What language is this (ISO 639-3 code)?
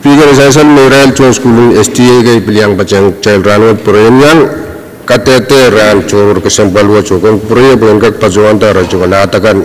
pon